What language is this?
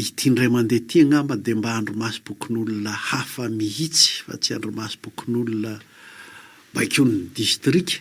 Malagasy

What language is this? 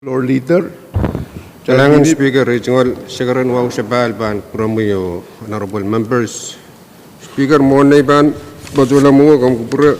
Pohnpeian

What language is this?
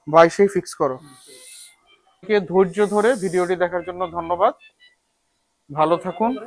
Bangla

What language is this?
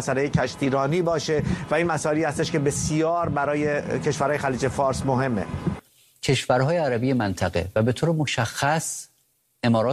Persian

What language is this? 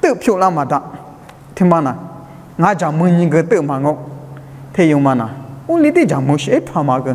Lisu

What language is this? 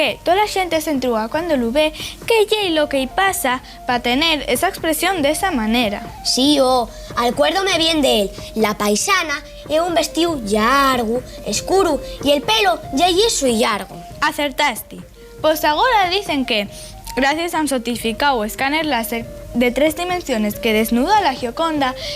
Asturian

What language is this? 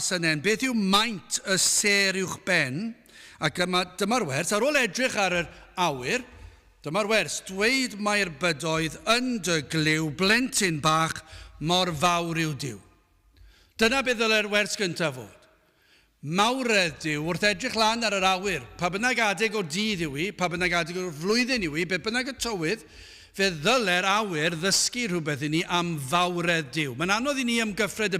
Welsh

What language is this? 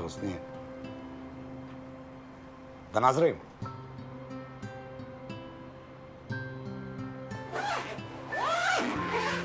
Serbian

